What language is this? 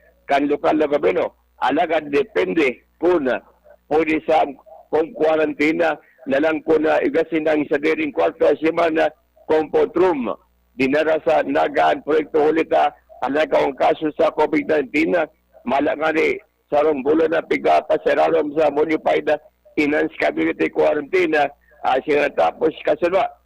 Bikol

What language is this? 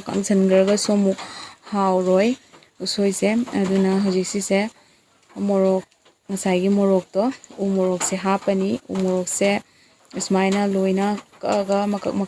Manipuri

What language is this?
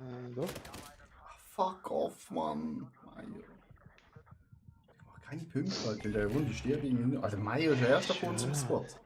Swiss German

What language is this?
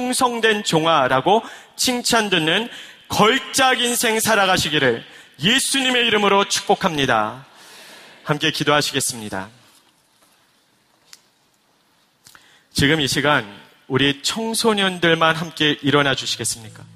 Korean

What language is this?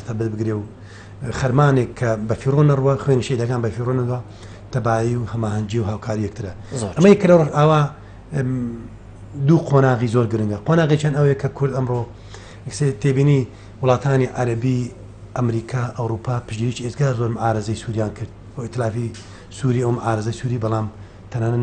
Central Kurdish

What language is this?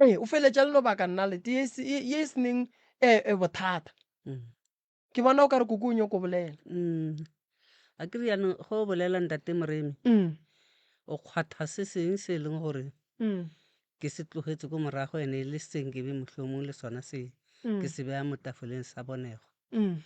Northern Sotho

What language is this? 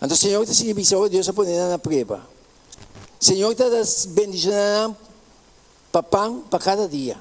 Papiamento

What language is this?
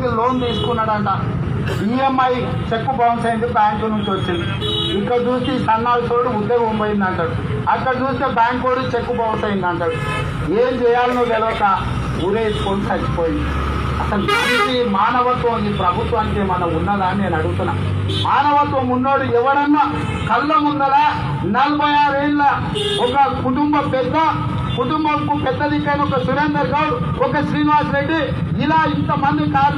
Telugu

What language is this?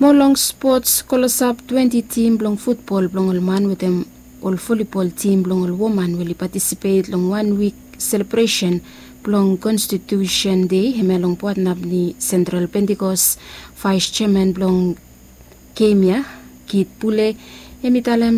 Bislama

